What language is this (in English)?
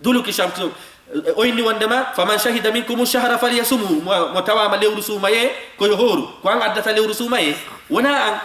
Fula